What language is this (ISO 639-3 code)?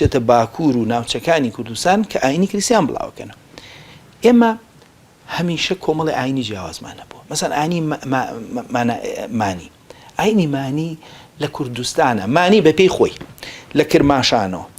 ckb